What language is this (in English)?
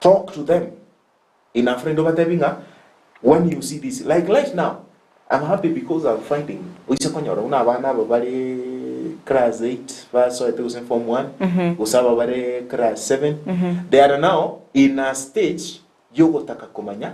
Gusii